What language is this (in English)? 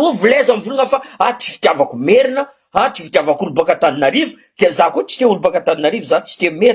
Malagasy